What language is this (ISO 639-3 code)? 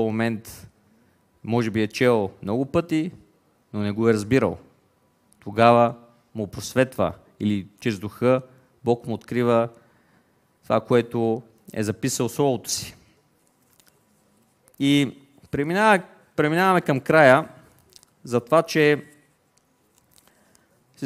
bul